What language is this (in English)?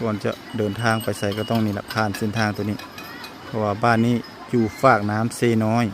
Lao